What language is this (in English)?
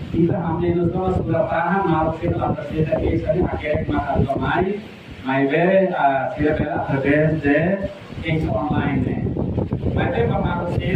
Tetum